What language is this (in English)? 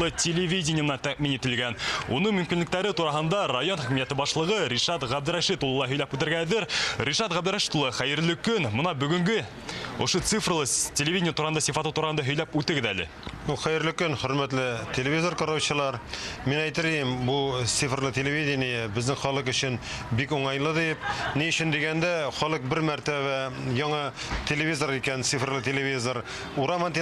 Bashkir